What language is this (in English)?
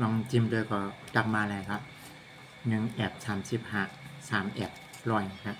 Shan